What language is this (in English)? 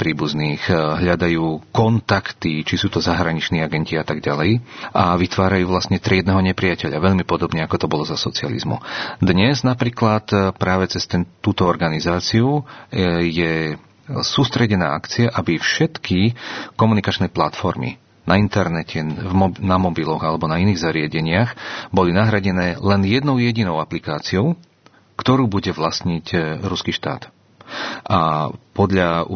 Slovak